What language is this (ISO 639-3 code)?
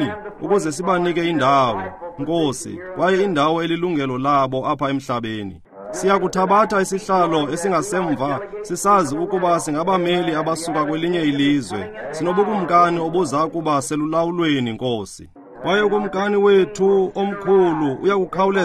xho